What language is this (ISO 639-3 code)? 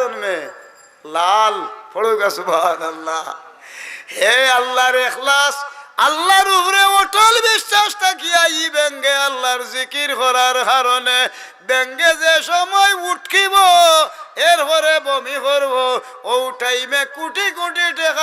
syl